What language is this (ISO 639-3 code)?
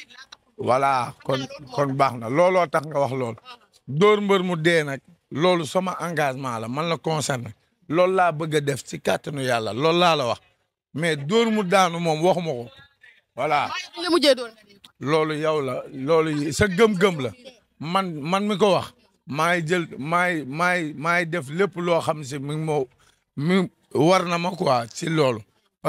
wol